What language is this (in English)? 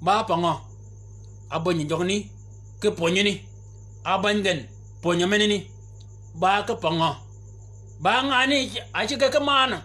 Shilluk